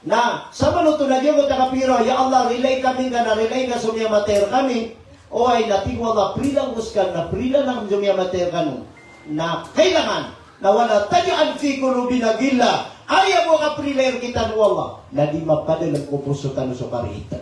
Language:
Maranao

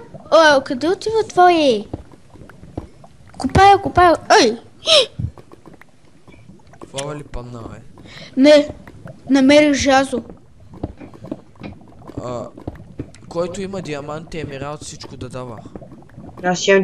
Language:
Bulgarian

